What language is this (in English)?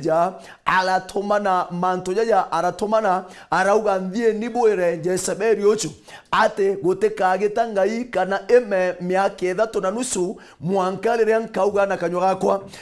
Meru